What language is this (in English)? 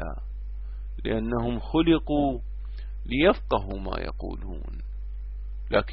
Arabic